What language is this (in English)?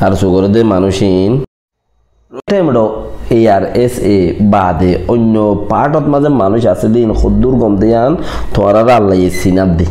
Rohingya